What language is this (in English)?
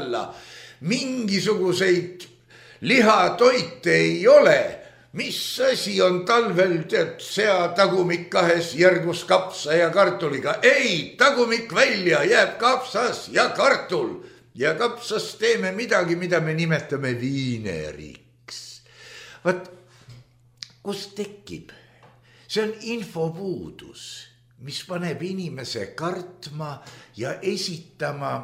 Estonian